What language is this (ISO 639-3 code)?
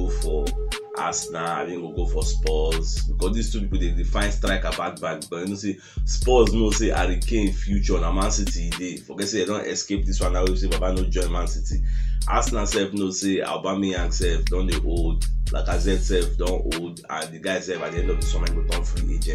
pcm